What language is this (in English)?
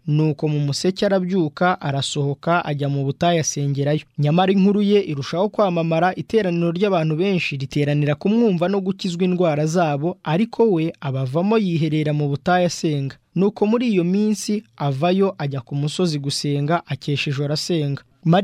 Kinyarwanda